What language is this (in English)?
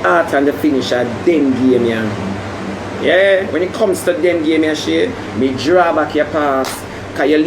Jamaican Creole English